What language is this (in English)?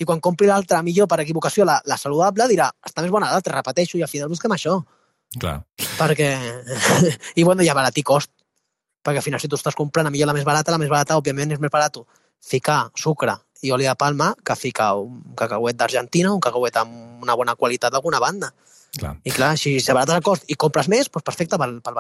Catalan